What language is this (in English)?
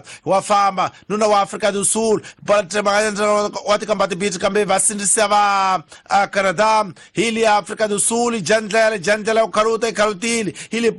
Tsonga